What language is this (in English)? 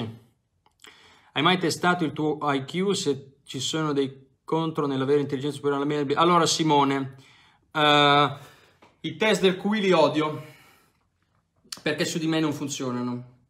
Italian